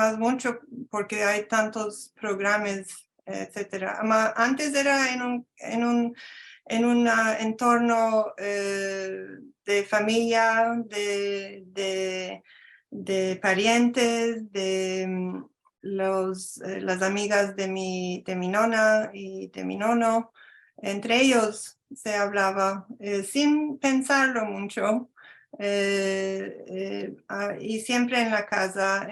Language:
Ladino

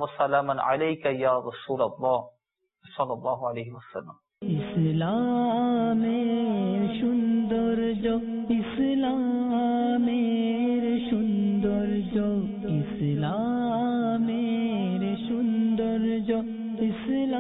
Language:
Bangla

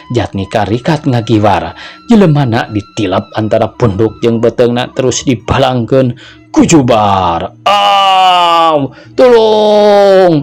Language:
Sundanese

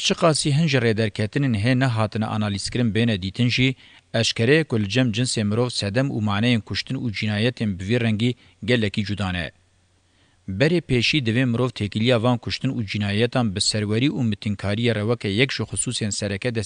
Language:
Kurdish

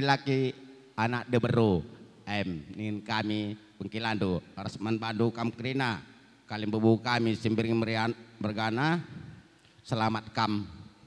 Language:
Batak Karo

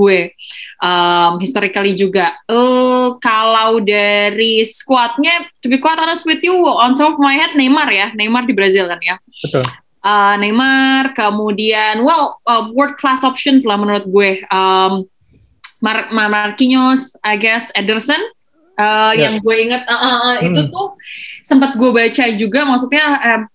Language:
Indonesian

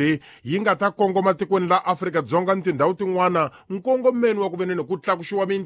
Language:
Tsonga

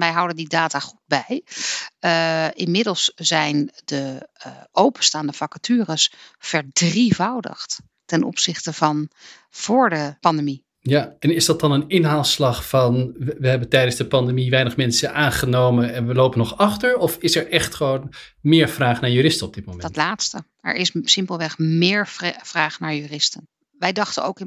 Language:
Dutch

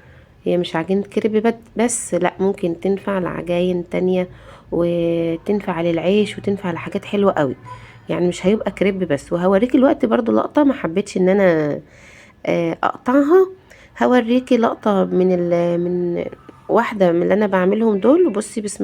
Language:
Egyptian Arabic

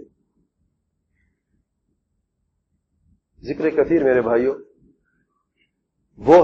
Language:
Urdu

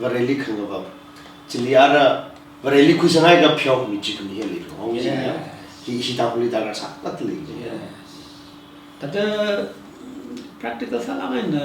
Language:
Tangkhul Naga (India)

